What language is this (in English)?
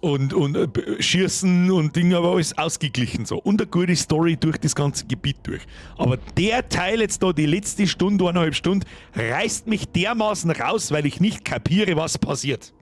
Bavarian